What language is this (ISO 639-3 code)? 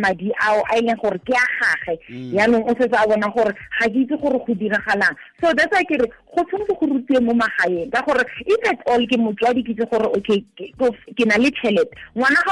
tsn